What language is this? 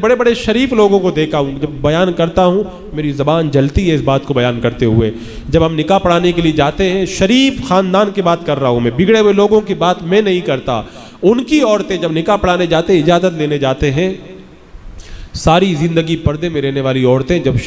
Urdu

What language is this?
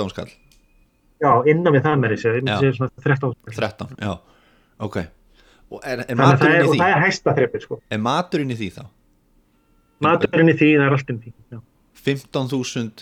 Icelandic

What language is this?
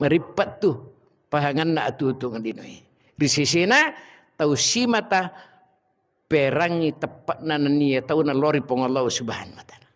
Buginese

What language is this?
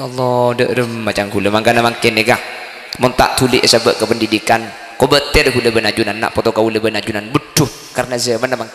Madurese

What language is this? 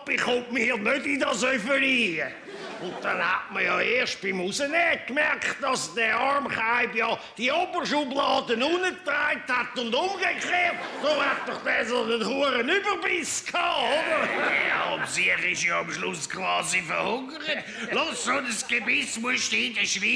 Swiss German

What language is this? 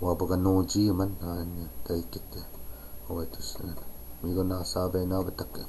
Chippewa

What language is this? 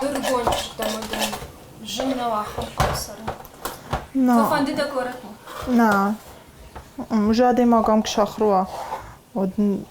Ossetic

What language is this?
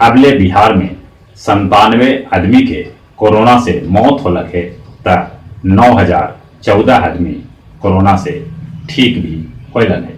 Magahi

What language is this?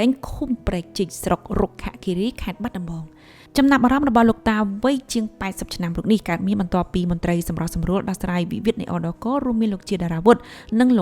Khmer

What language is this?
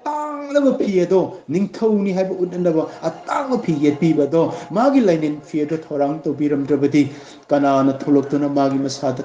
Manipuri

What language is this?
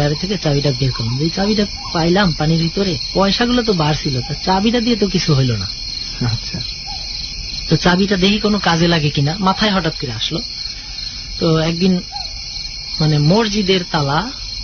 Bangla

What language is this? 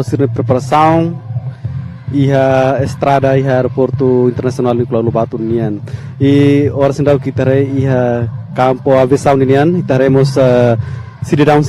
Tetum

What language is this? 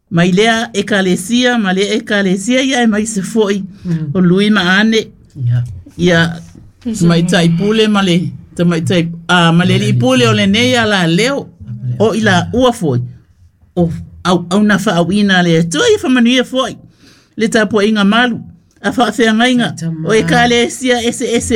Samoan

